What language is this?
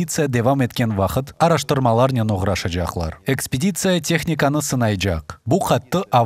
Crimean Tatar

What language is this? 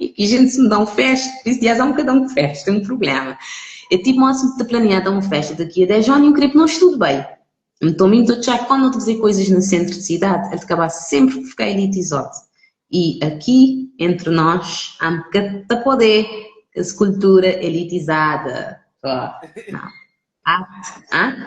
Kabuverdianu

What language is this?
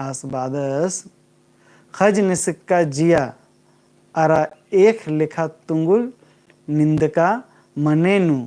Kurukh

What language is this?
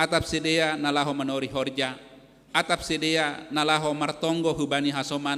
Batak Simalungun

